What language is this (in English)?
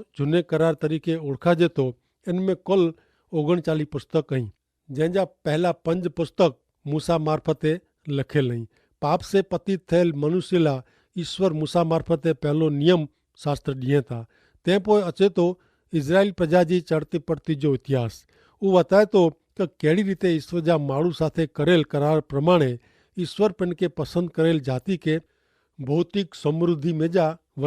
Kachhi